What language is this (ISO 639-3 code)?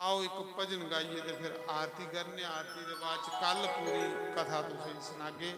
doi